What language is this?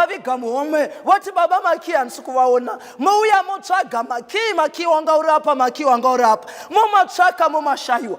Shona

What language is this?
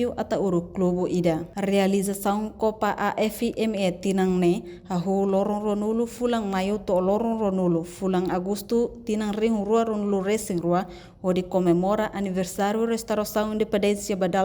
Tetum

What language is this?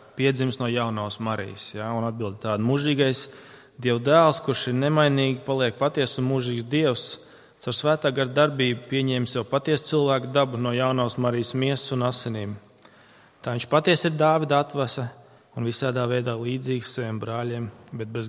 Latvian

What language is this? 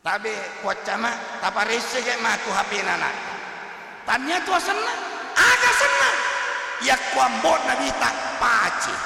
Buginese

